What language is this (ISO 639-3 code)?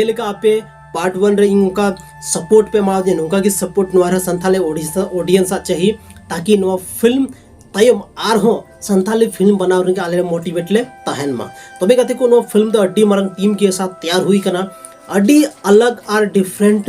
sat